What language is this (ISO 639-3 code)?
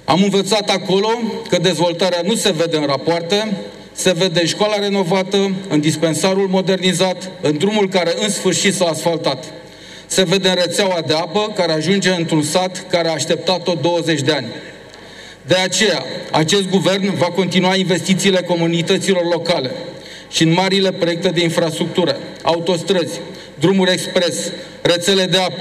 ron